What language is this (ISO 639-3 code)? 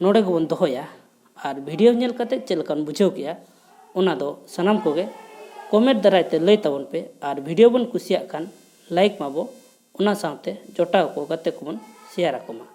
sat